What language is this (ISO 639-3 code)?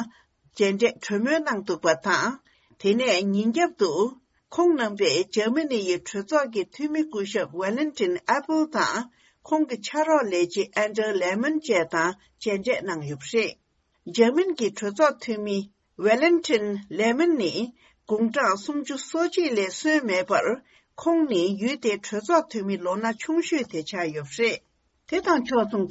bod